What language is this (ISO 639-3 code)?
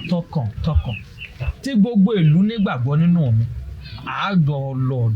yor